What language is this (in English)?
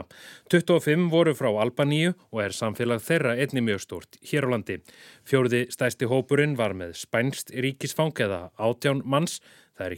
Icelandic